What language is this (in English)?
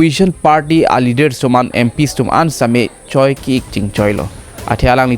Karbi